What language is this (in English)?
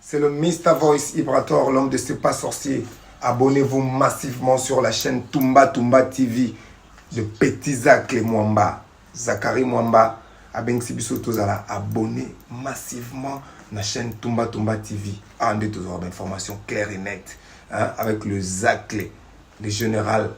Lingala